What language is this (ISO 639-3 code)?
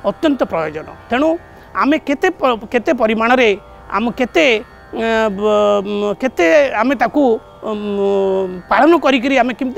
ori